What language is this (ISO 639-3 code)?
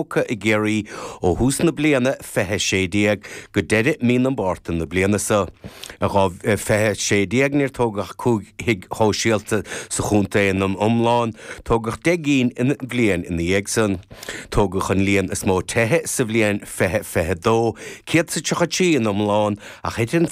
gle